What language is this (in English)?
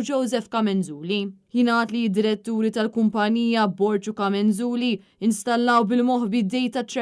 Maltese